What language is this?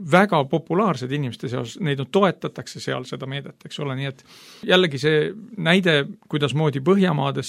Estonian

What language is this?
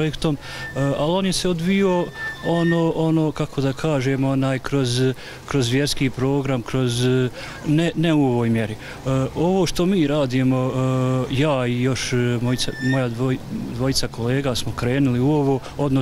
Bosnian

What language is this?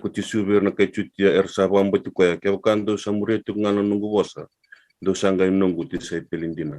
Fijian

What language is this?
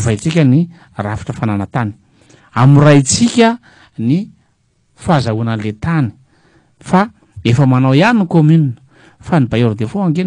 Malagasy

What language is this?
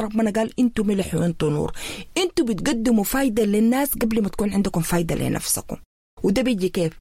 Sudanese Arabic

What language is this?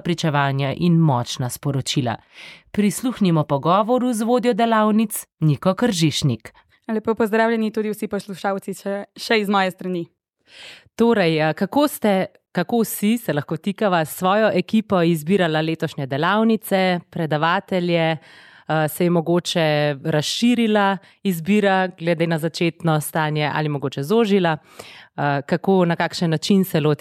Slovenian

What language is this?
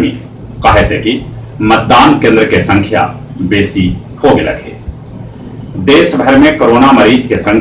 Magahi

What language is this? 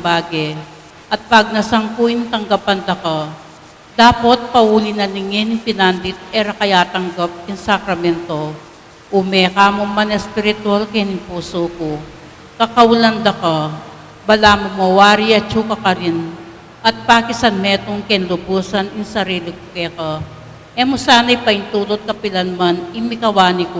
Pampanga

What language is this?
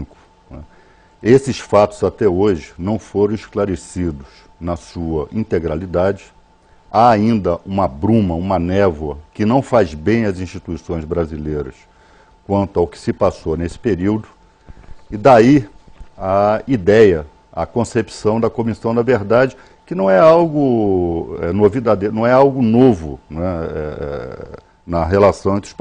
Portuguese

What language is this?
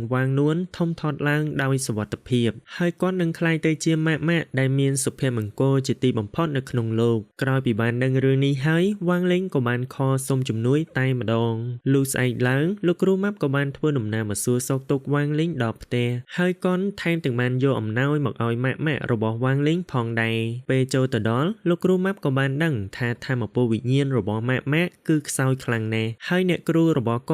Khmer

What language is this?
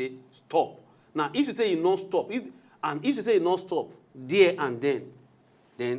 Nigerian Pidgin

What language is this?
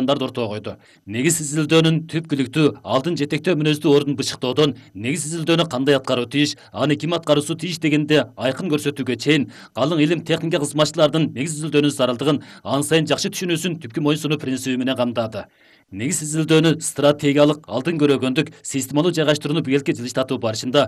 Kyrgyz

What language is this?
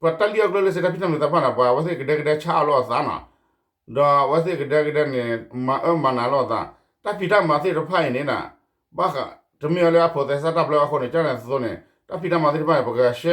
S'gaw Karen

